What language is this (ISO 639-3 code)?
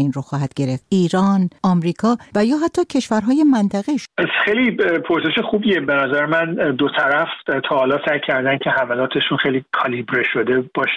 fas